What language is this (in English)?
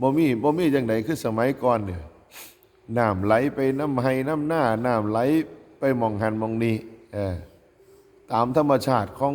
Northeastern Thai